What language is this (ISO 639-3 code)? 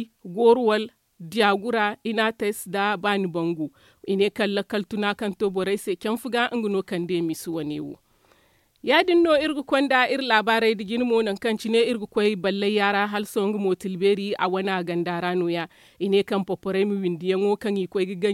dje